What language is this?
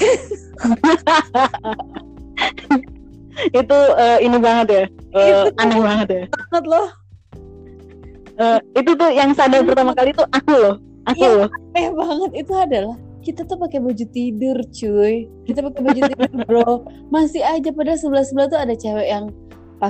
Indonesian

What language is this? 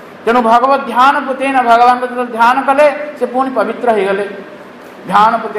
Odia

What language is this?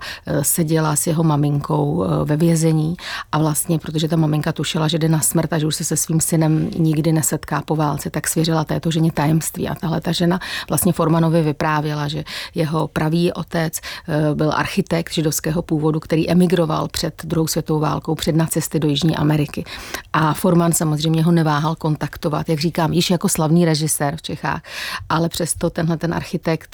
Czech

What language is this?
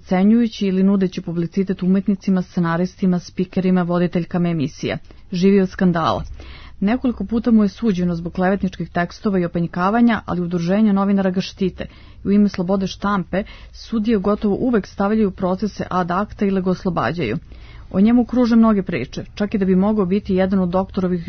Serbian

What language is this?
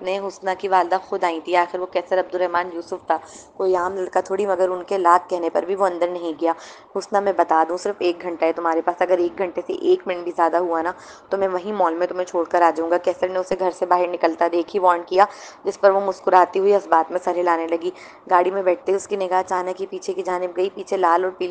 Urdu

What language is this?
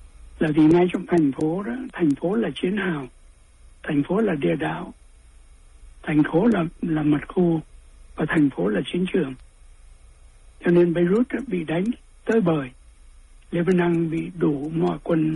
Vietnamese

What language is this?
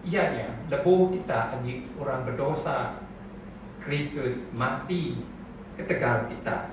Iban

